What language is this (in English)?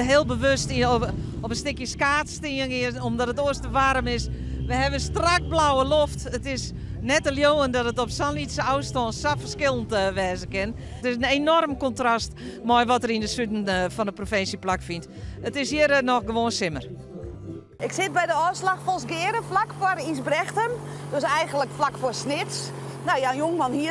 Western Frisian